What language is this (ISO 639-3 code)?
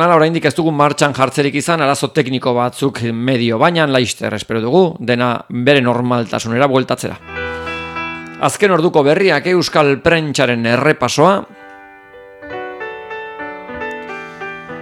eus